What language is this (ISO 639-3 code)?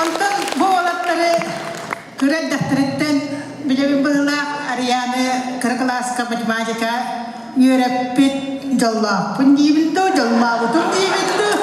sah